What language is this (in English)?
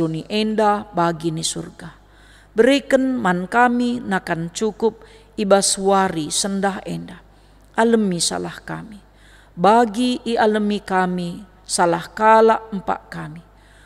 Batak Karo